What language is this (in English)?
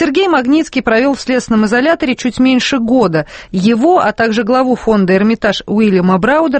Russian